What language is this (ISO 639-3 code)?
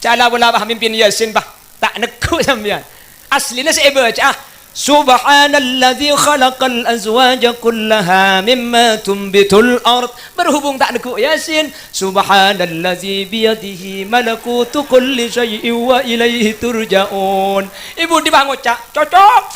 mad